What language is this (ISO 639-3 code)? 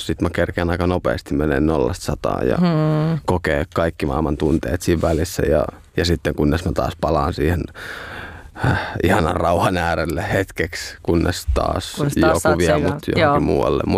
fin